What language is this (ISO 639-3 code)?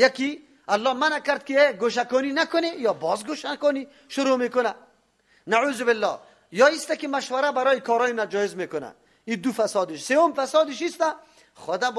fas